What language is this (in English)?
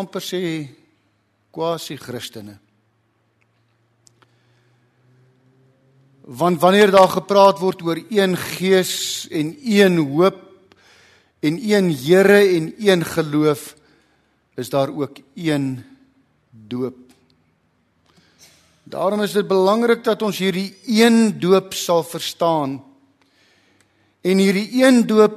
Afrikaans